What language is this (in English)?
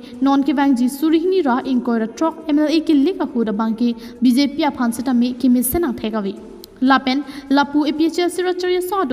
Karbi